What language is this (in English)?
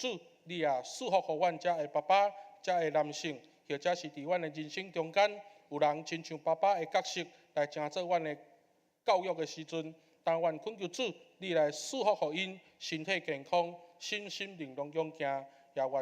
Min Nan Chinese